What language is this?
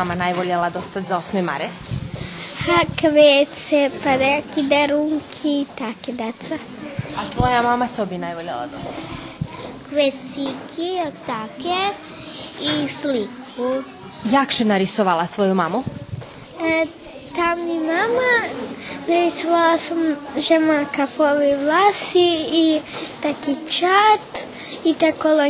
Rusyn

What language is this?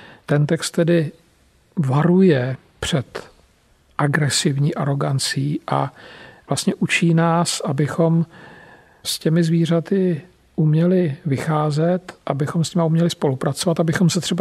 Czech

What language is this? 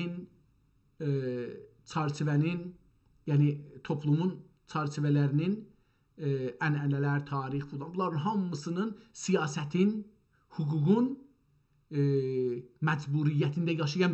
South Azerbaijani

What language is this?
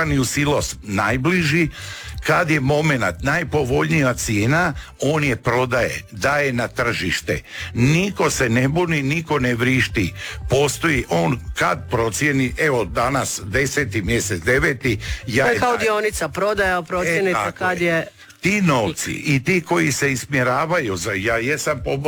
Croatian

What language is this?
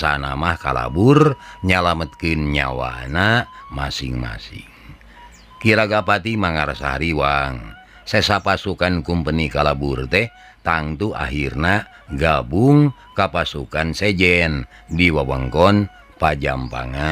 Sundanese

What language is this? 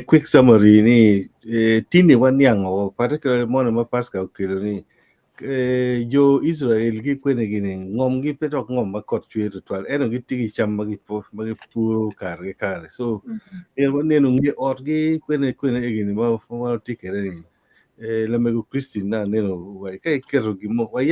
Acoli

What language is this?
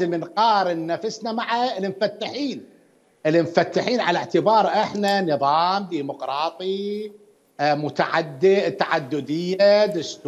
Mesopotamian Arabic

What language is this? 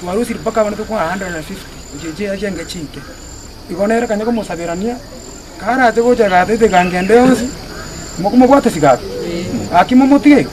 Gusii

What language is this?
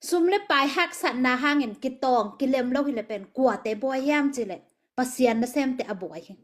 Tedim Chin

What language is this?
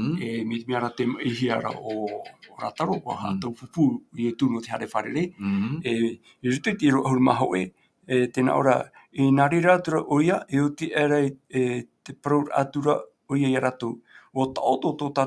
Tahitian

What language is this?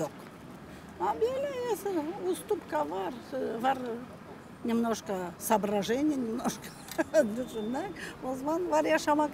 Gagauz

